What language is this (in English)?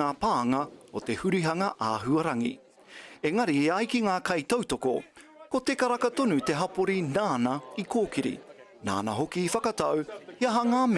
Māori